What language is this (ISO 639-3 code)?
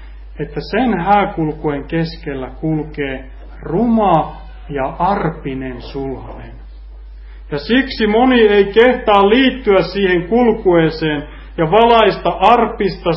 fin